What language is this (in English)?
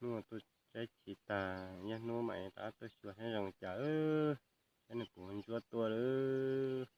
Hmong